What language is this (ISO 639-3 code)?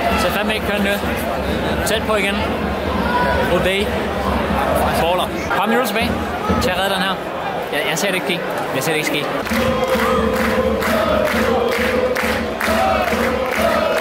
dan